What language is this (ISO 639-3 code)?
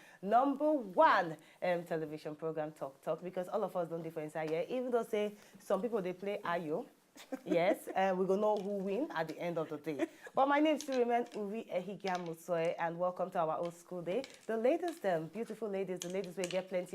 pcm